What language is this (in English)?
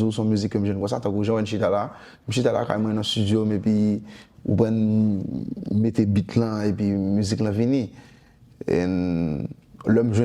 Haitian Creole